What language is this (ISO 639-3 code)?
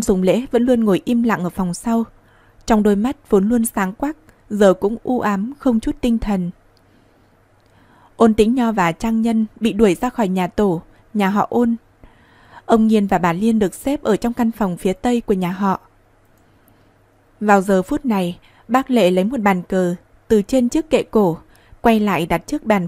vie